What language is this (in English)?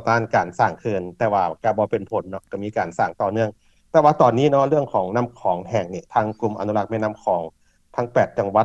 Lao